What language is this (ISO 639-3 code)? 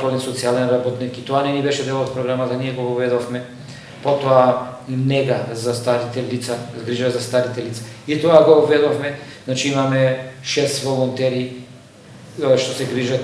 mkd